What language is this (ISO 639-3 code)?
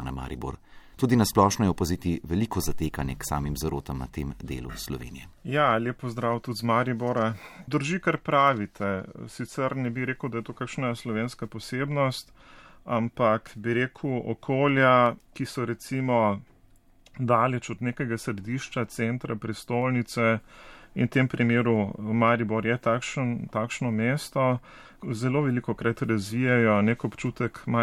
slv